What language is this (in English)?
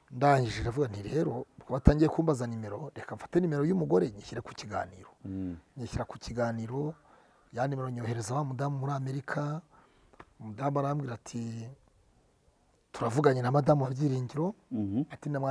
Kinyarwanda